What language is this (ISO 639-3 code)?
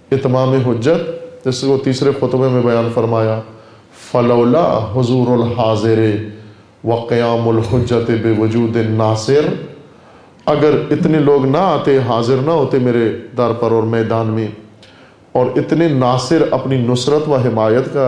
urd